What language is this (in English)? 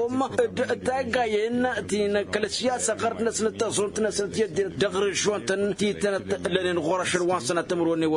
Tamasheq